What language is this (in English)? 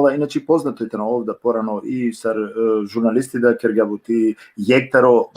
Balkan Romani